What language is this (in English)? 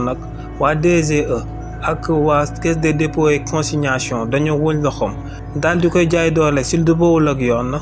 Wolof